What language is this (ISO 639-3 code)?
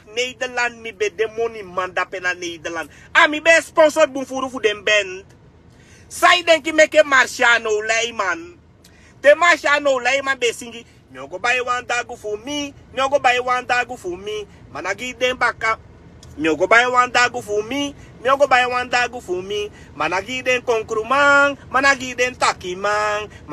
srn